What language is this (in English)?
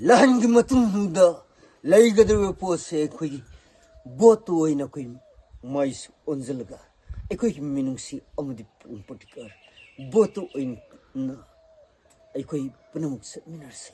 Manipuri